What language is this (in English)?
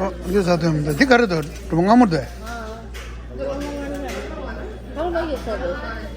Tibetan